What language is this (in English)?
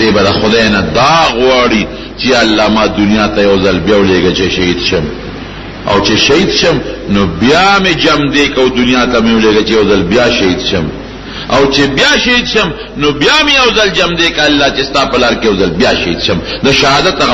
Pashto